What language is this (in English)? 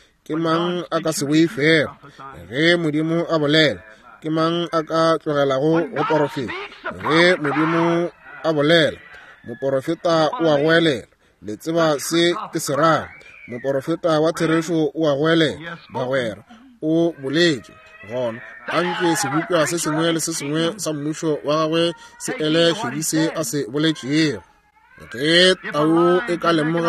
Northern Sotho